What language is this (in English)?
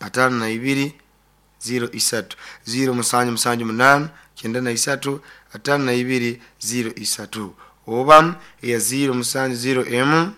Nyoro